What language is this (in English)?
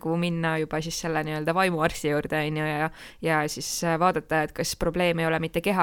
Estonian